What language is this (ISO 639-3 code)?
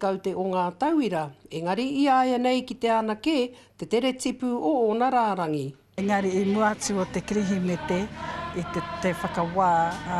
mri